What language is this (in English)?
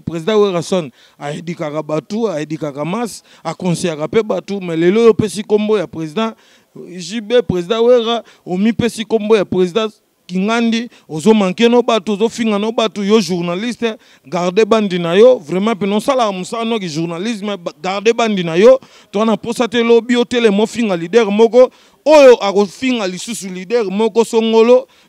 Lingala